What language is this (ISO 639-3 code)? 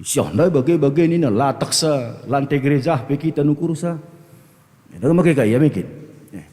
btx